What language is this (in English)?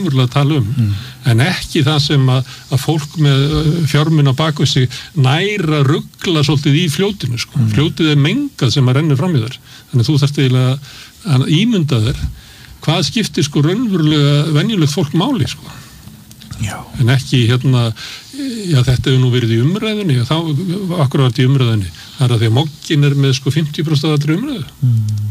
Icelandic